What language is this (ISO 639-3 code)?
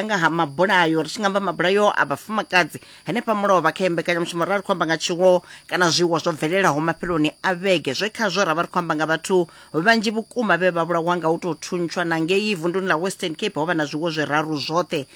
ven